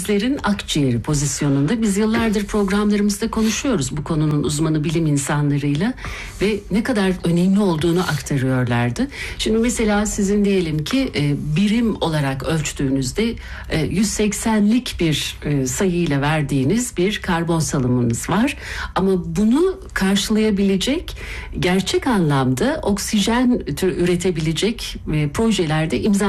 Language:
Turkish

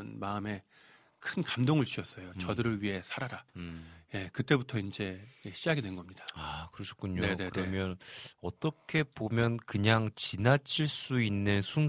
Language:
Korean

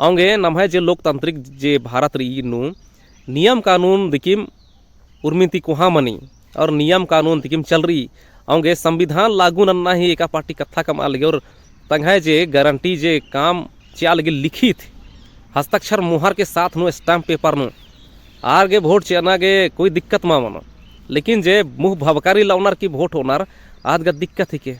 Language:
Kurukh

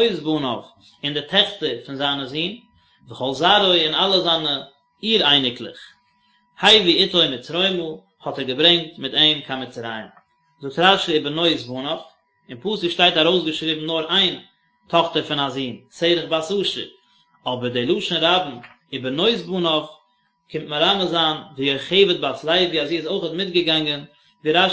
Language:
Yiddish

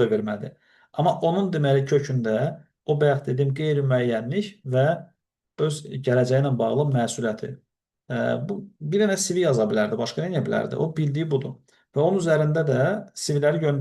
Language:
Azerbaijani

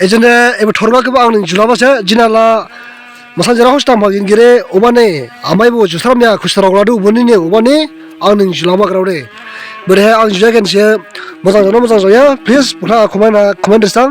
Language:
Dimasa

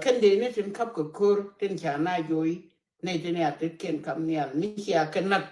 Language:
Nuer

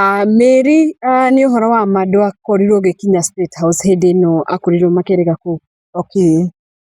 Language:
Kikuyu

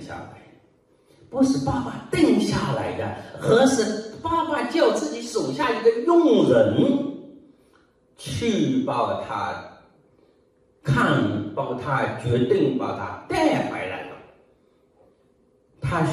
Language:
Chinese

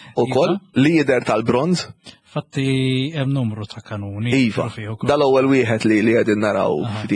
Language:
Maltese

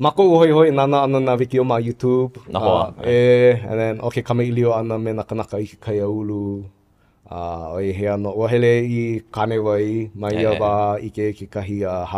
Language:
Hawaiian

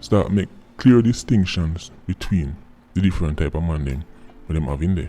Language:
Jamaican Creole English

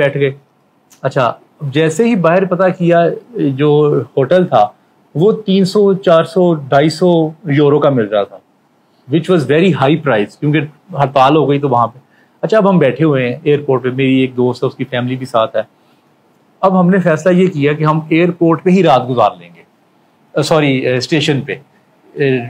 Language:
Urdu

